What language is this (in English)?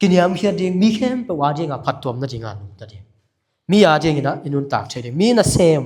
Tedim Chin